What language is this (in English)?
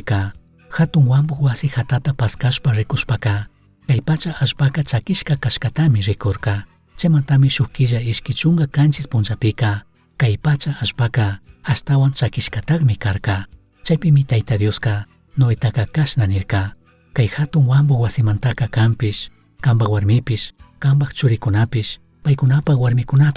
Chimborazo Highland Quichua